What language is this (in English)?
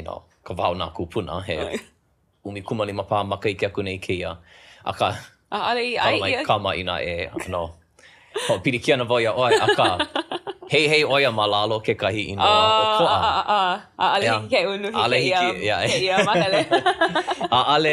Hawaiian